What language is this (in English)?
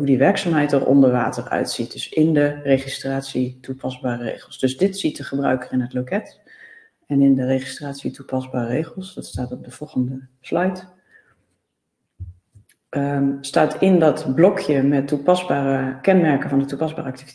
Dutch